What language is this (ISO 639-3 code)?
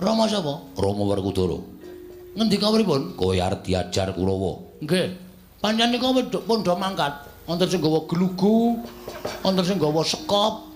jav